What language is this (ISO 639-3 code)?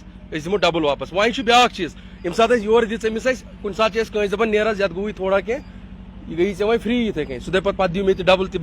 kas